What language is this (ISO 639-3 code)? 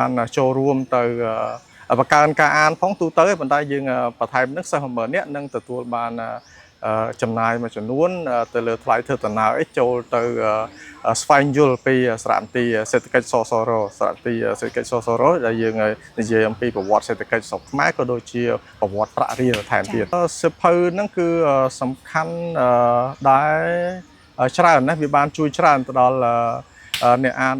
khm